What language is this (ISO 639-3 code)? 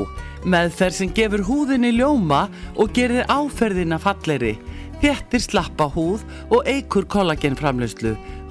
isl